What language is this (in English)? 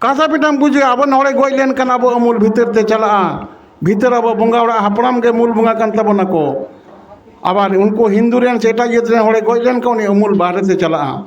Santali